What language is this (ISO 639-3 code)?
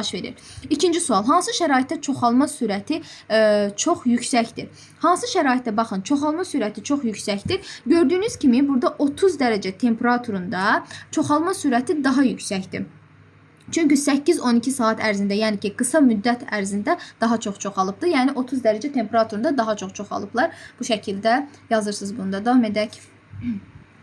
aze